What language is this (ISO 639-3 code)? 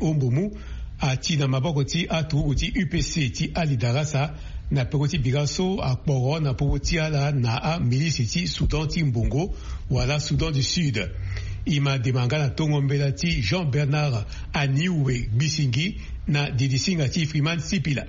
sag